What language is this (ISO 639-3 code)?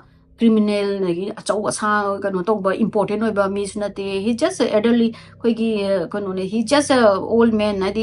mni